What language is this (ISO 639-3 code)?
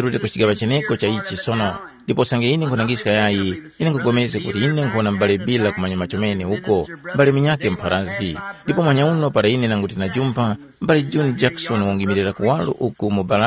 tum